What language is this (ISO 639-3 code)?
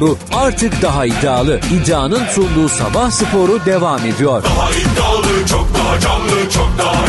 tur